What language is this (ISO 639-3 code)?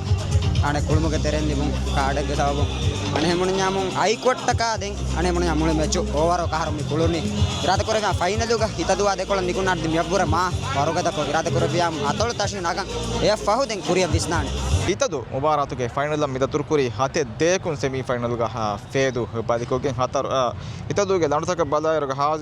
div